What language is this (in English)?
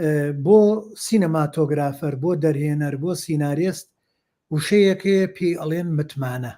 Central Kurdish